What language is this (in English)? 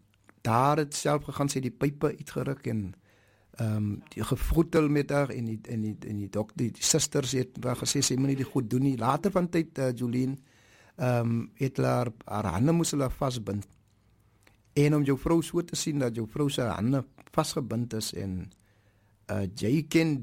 Afrikaans